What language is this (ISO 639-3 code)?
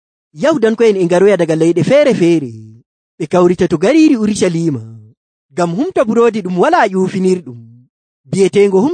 fuv